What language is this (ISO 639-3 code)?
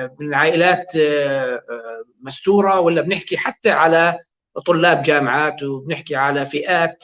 apc